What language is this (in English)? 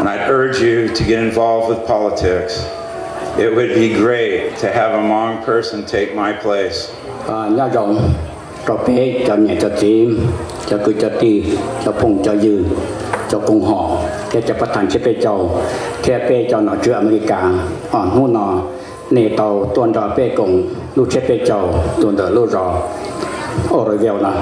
Hmong